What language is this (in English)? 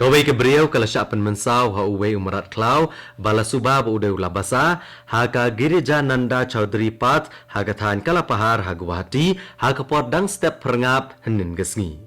Khasi